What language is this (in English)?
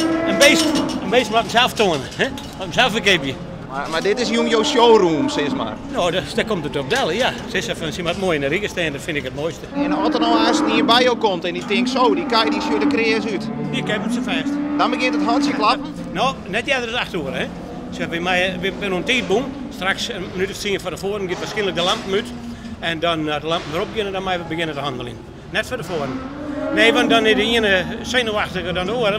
Western Frisian